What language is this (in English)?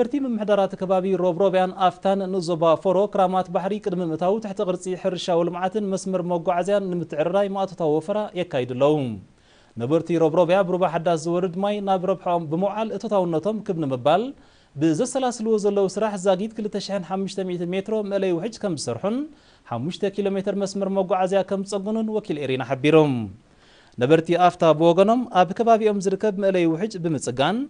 Tigrinya